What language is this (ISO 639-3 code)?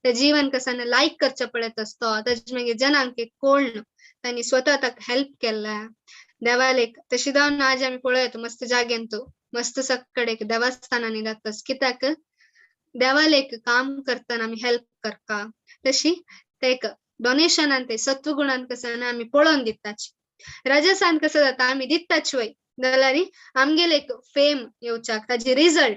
kok